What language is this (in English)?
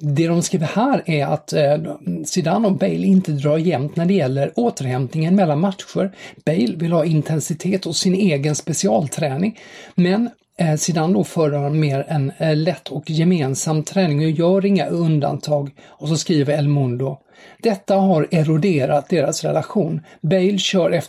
Swedish